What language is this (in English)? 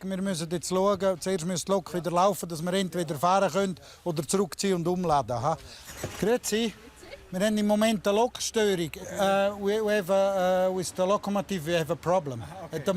Romansh